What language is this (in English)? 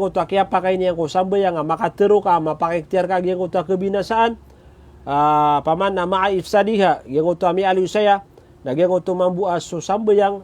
Maranao